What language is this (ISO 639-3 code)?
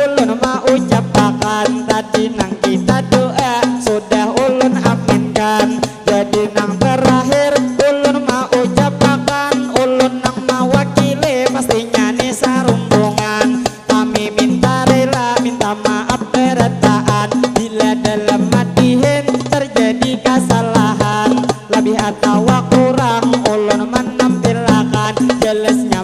bjn